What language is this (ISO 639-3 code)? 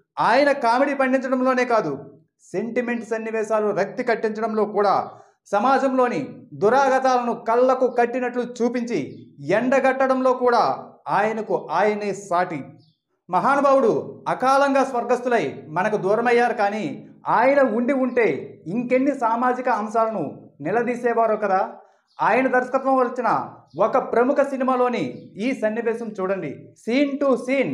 tel